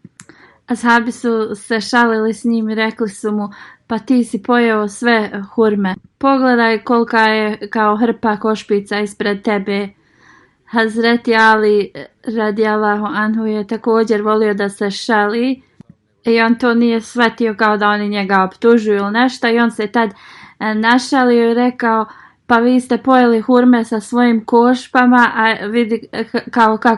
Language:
Bosnian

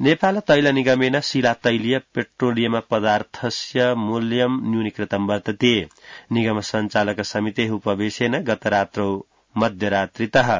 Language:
Sanskrit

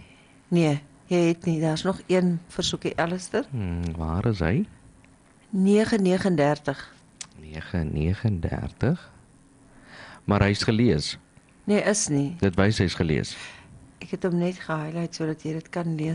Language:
Afrikaans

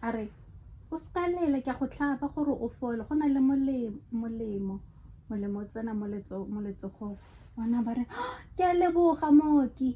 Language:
Tswana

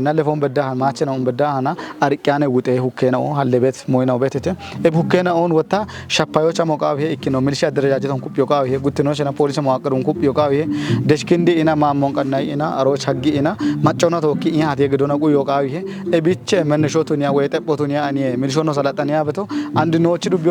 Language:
Kafa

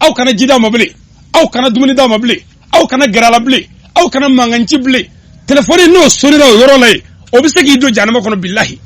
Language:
Bambara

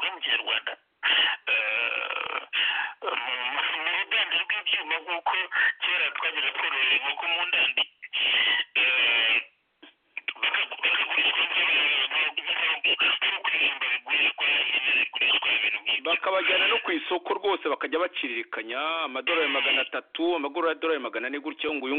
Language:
Kinyarwanda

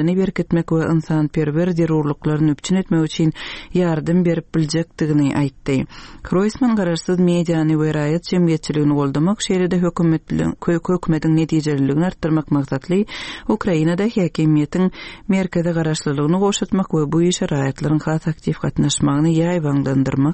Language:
Turkmen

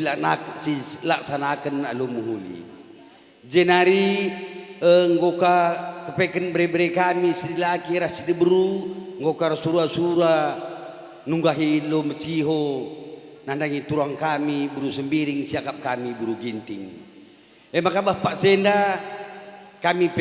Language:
Batak Karo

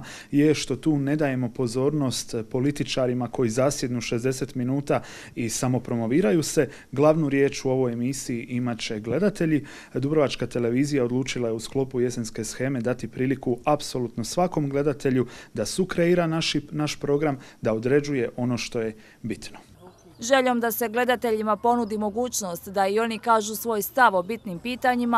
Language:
Croatian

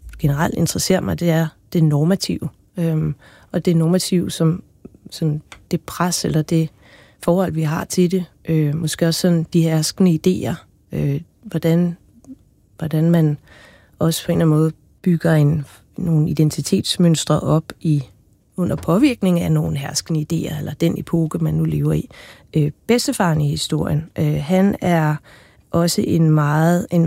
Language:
Danish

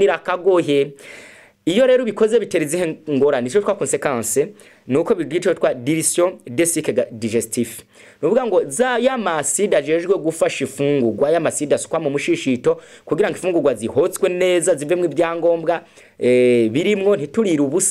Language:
Rundi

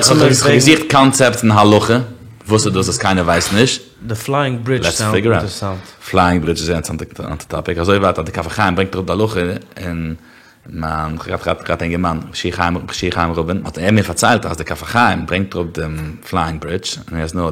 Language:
Yiddish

